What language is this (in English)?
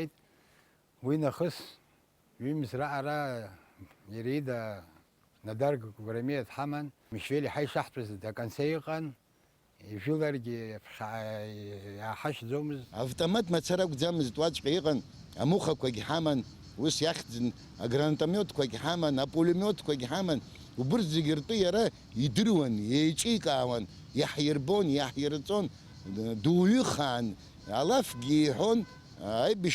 Abkhazian